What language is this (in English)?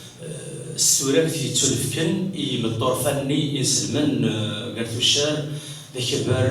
Kabyle